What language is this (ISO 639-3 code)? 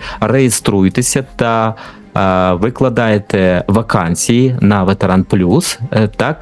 ukr